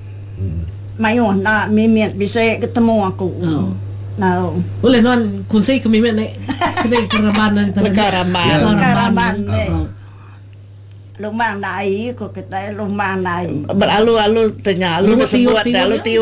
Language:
Malay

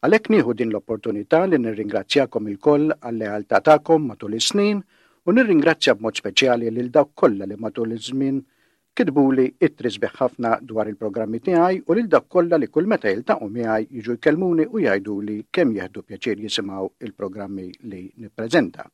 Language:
Maltese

